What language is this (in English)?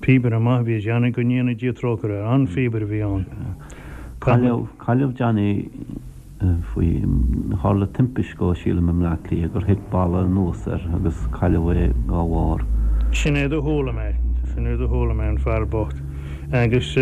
Irish